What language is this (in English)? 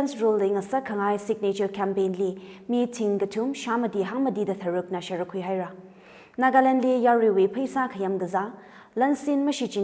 Tangkhul Naga (India)